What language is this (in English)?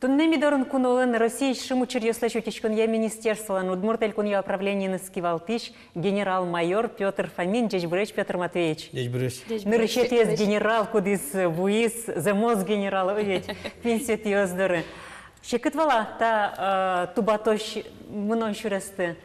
Udmurt